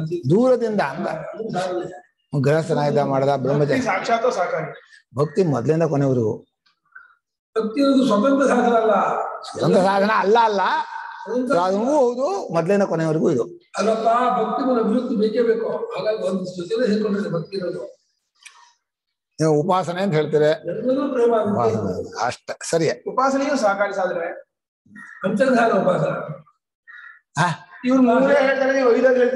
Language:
Kannada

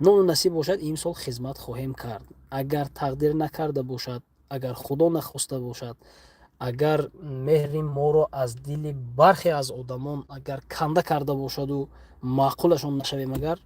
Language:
Tajik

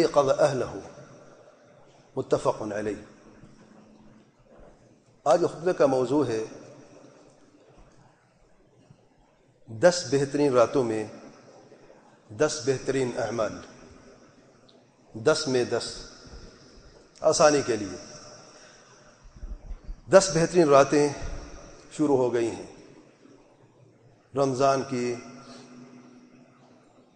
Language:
Urdu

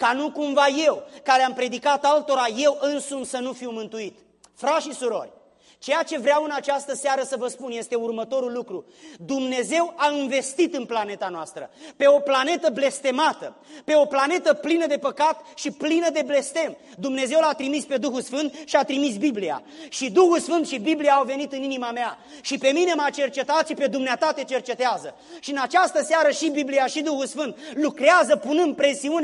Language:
Romanian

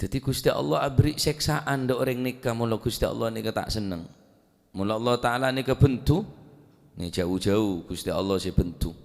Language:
Madurese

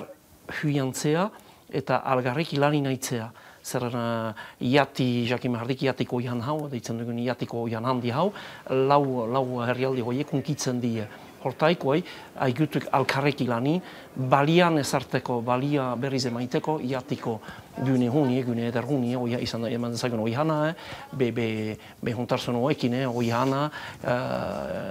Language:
Basque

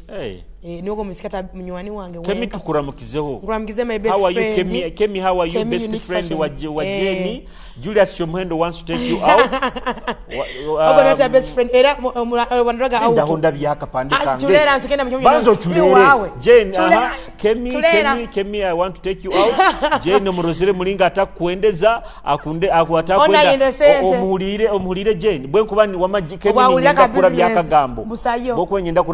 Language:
Nyoro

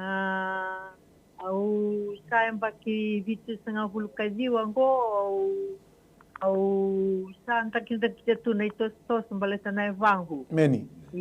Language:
Fijian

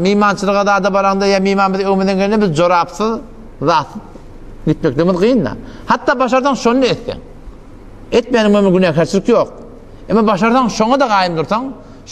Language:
Turkmen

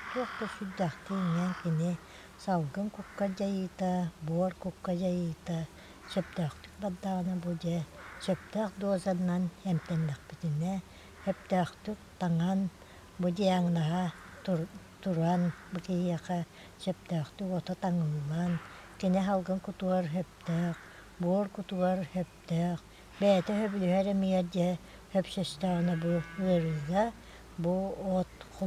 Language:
Yakut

